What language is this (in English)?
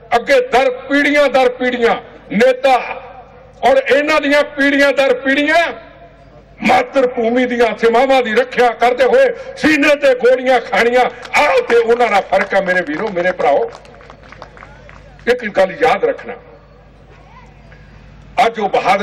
Punjabi